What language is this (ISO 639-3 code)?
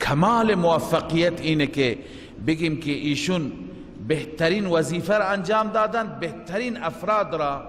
fas